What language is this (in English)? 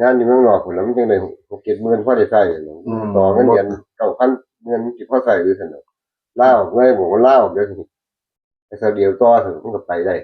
Northeastern Thai